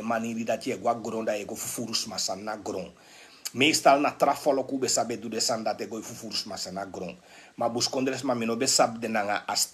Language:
Sranan Tongo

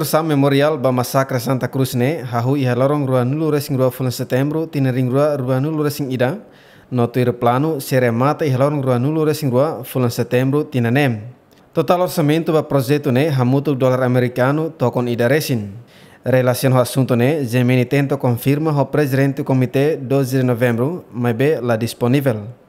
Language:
Tetum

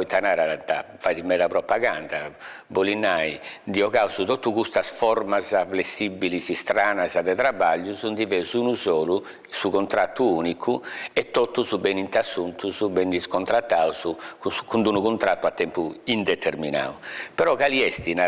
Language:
Sardinian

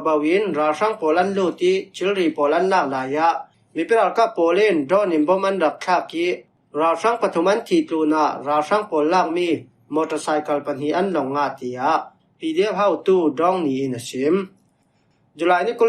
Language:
Falam Chin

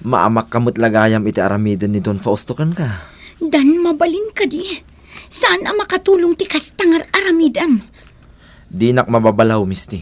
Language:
Iloko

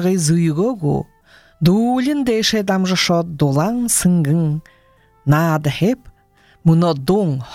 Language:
Buriat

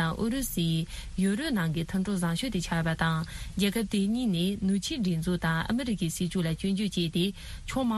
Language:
Tibetan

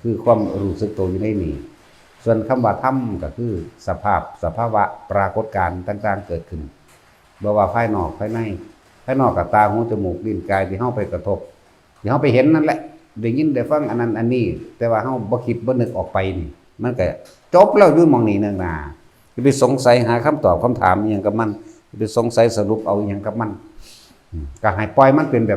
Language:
Lao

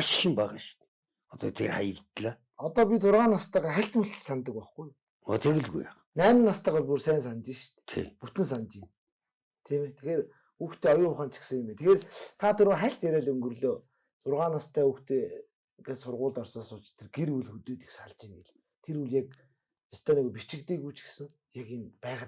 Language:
Mongolian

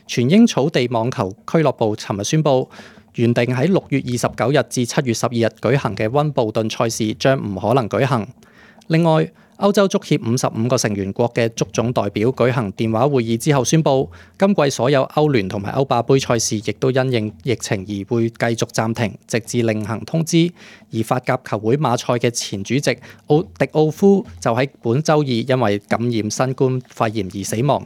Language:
Cantonese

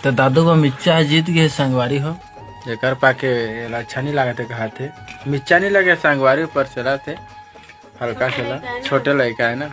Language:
Chhattisgarhi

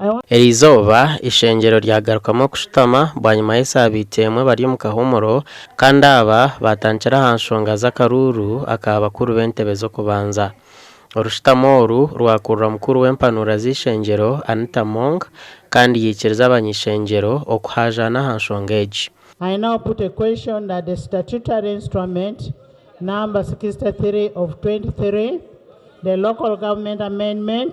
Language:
Nyankole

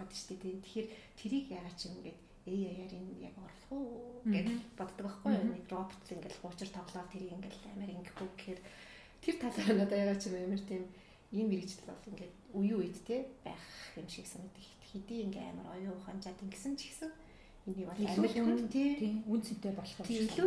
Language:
Mongolian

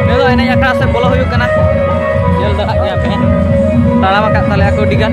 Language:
Santali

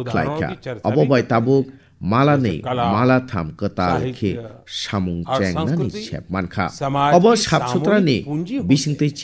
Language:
Kok Borok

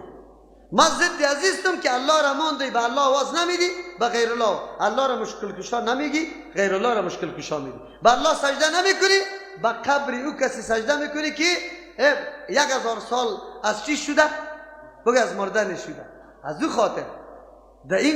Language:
Persian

